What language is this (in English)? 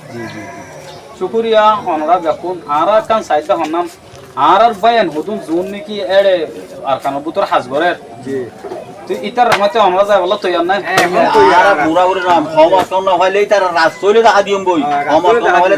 Rohingya